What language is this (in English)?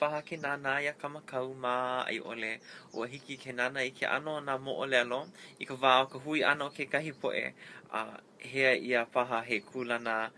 Hawaiian